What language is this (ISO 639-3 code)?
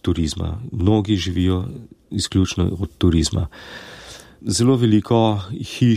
slv